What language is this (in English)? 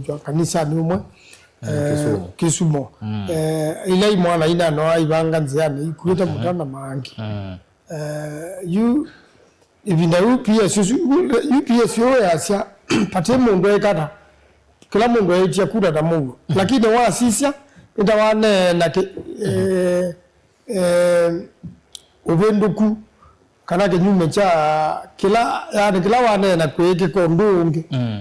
Kamba